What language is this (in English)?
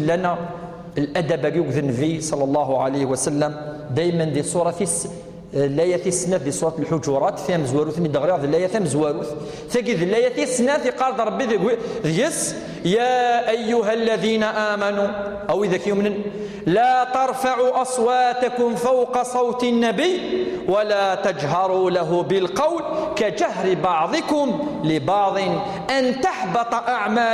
Kabyle